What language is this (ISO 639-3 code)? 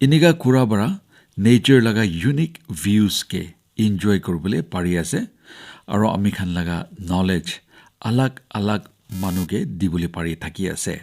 nag